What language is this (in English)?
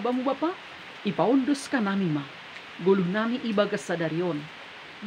Batak Simalungun